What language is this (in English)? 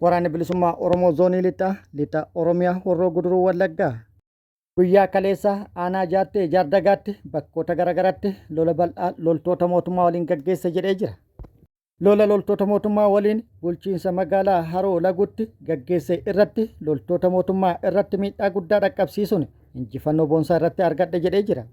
Oromo